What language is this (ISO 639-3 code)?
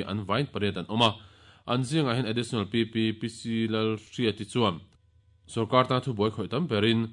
lus